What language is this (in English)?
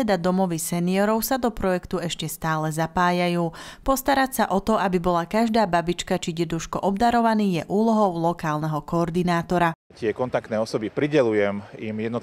Slovak